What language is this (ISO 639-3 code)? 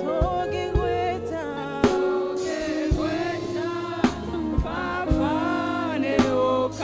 kik